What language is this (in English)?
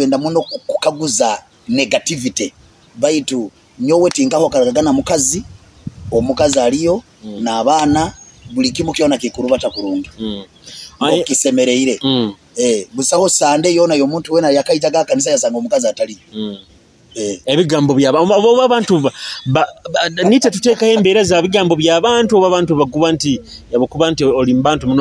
Nyoro